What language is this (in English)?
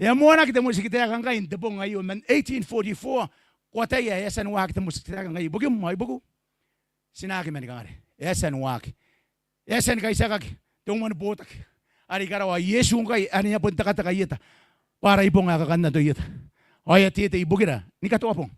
Gilbertese